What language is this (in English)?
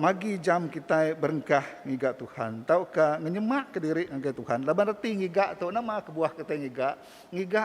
Iban